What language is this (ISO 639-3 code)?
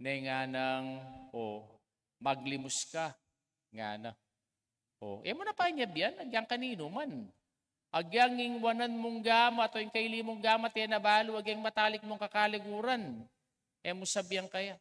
pam